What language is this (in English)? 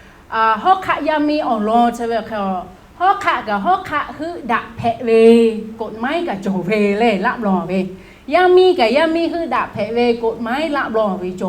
Lahu